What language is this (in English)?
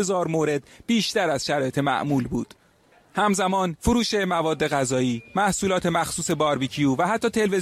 Persian